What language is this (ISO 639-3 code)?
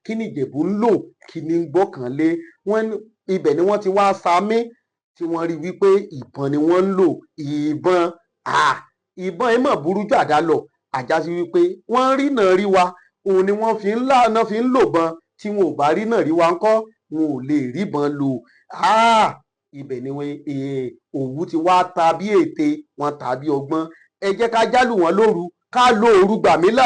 yor